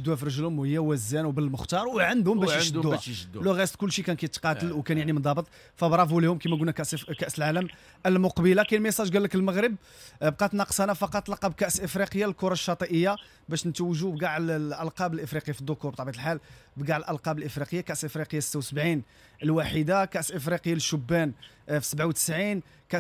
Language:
Moroccan Arabic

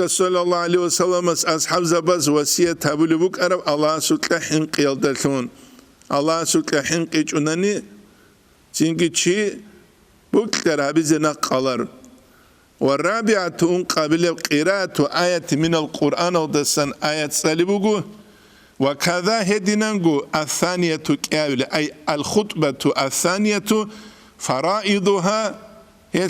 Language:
Avaric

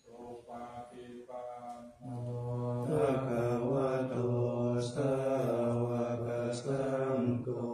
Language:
Pali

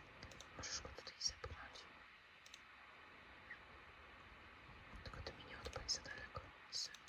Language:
Polish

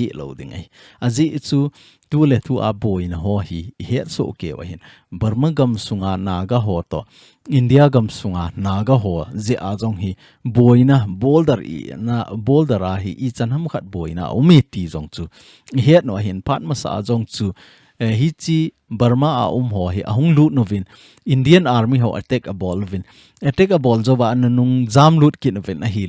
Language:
Thado Chin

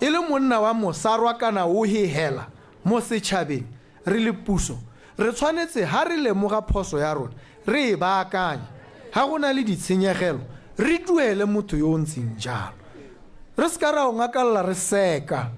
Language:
Tswana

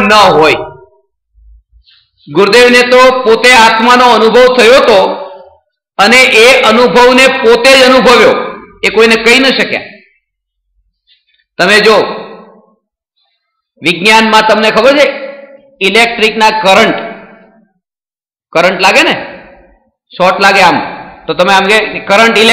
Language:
Gujarati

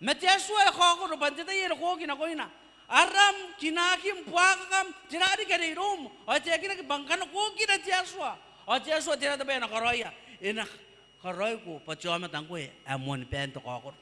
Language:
Gilbertese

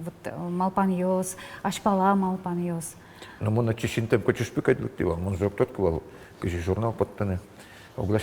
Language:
Udmurt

